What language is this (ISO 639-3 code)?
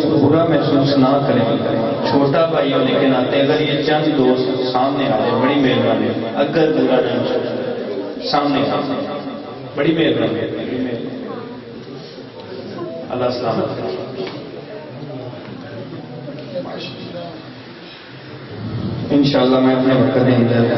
urd